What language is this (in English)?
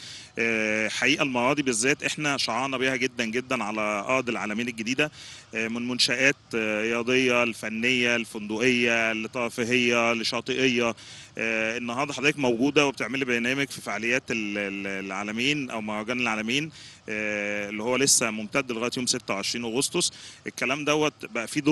Egyptian Arabic